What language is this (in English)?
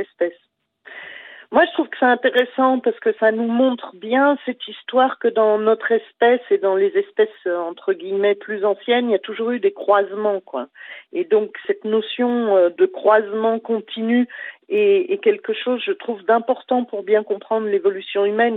French